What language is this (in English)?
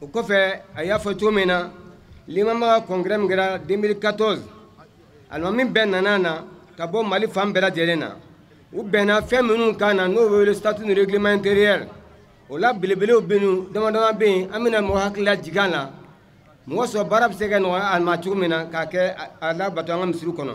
Bambara